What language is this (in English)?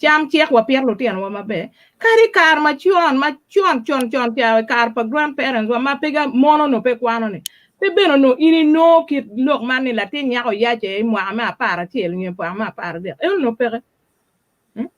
Acoli